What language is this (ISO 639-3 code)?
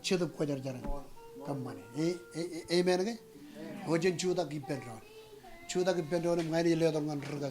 mah